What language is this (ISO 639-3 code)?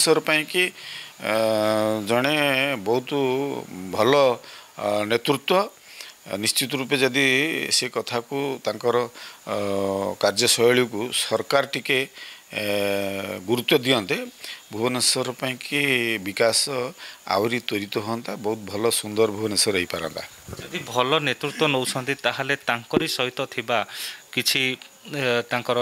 ori